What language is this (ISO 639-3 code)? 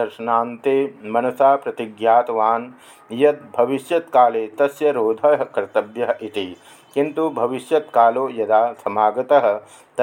san